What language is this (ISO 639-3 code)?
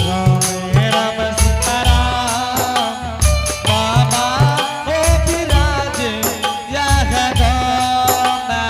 anp